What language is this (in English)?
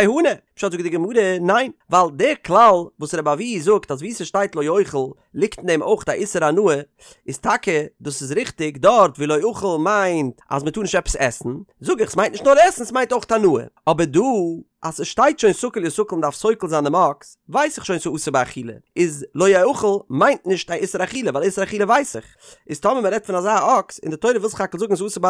Yiddish